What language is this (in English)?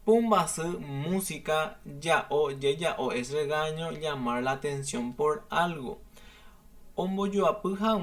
Guarani